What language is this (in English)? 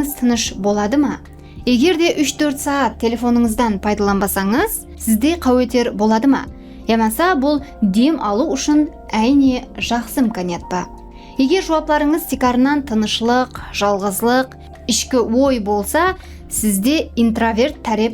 Kara-Kalpak